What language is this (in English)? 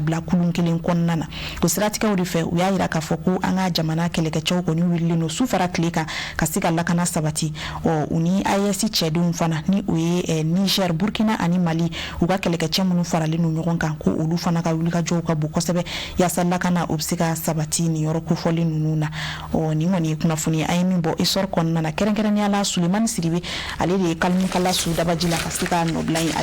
Bambara